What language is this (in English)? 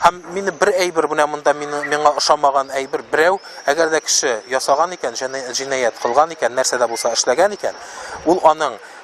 Tatar